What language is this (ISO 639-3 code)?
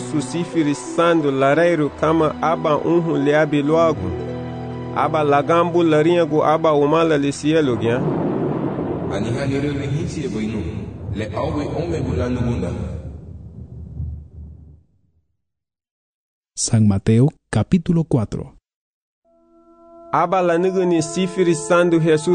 cab